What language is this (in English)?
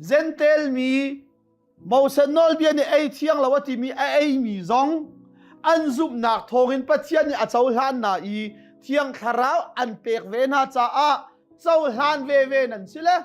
Hakha Chin